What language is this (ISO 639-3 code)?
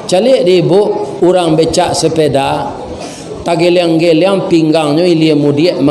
min